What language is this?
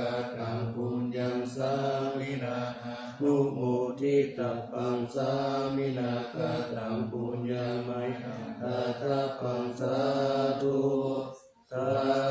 Pali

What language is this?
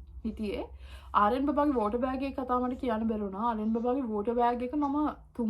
Sinhala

